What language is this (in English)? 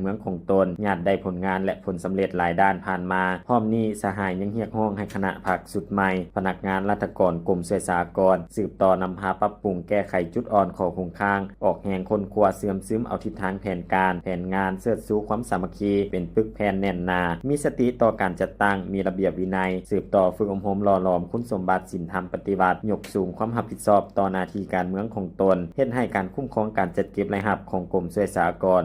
Lao